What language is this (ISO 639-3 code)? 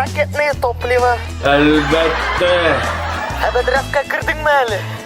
tat